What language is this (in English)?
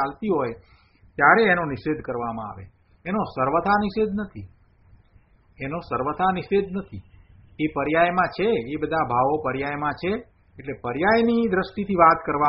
Gujarati